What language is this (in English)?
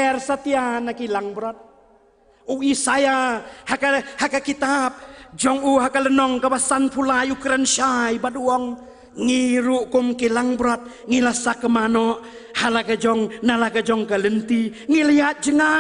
Khasi